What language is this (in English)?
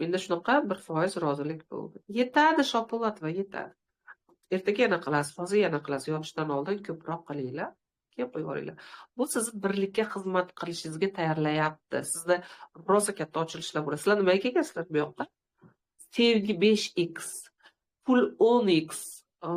Uzbek